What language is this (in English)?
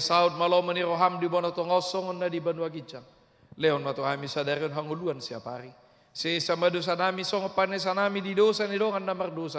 Batak Toba